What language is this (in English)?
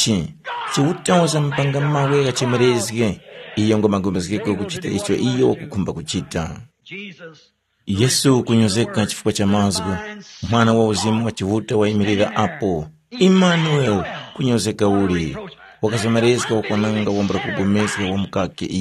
Tumbuka